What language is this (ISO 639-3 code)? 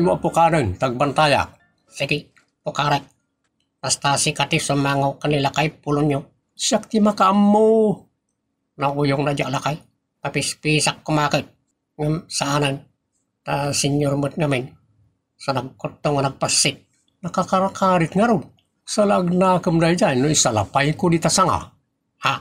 ilo